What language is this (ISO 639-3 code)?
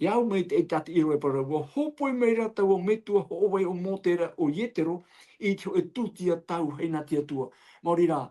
tah